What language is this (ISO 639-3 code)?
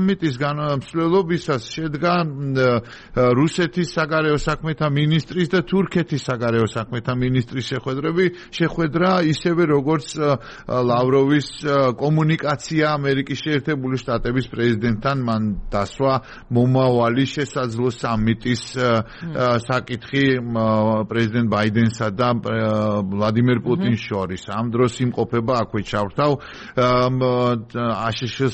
kat